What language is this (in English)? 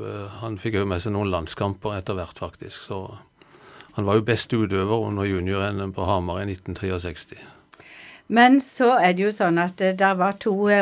Norwegian